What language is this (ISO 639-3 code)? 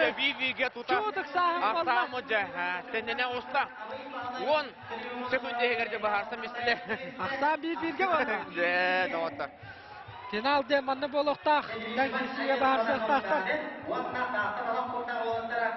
sah